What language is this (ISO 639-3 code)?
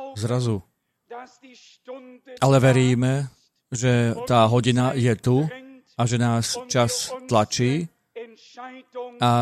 slk